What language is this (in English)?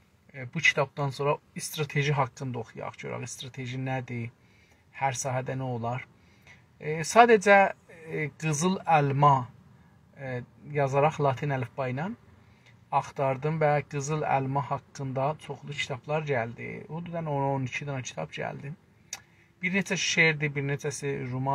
South Azerbaijani